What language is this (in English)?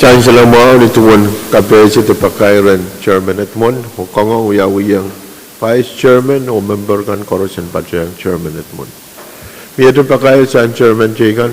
Pohnpeian